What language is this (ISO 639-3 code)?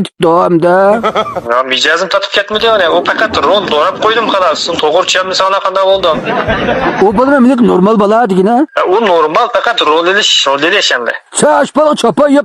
uig